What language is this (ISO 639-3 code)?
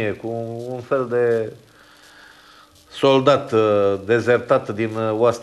ron